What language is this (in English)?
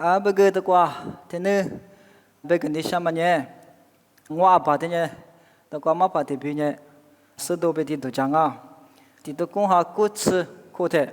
Lisu